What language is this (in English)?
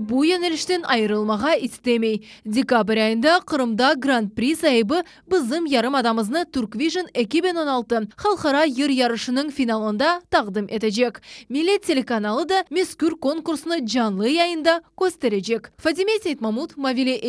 Crimean Tatar